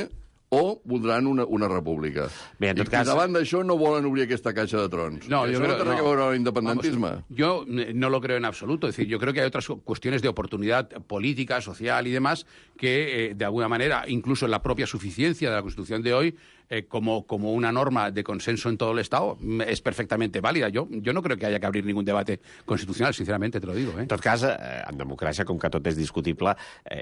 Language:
Catalan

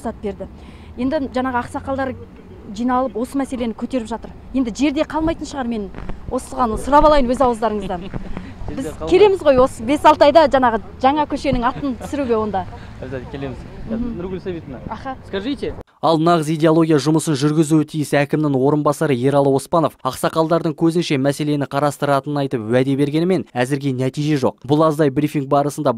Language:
Kazakh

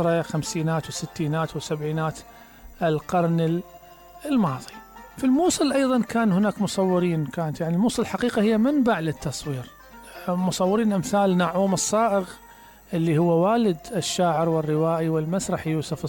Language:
Mesopotamian Arabic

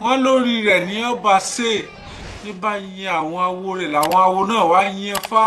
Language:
Yoruba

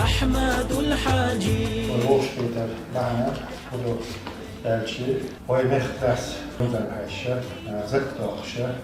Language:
Chechen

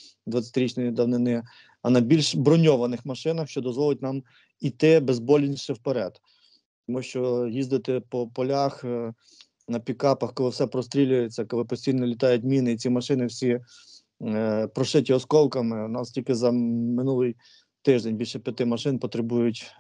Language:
Ukrainian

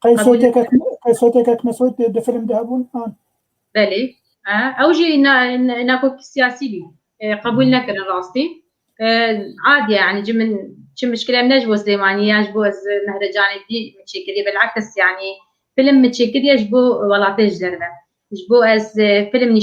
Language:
Kurdish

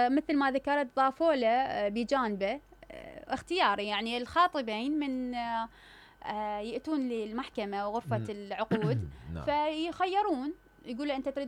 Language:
Mesopotamian Arabic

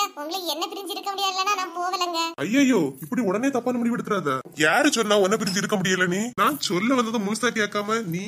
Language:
Tamil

